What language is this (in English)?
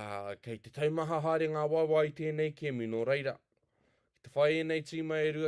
Māori